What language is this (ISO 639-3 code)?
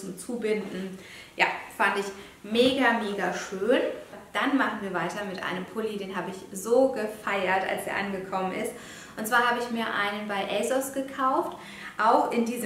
deu